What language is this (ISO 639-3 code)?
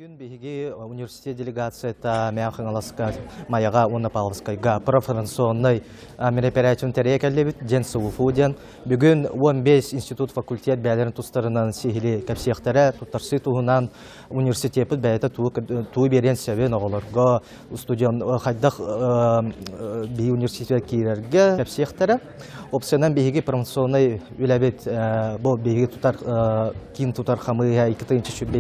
sah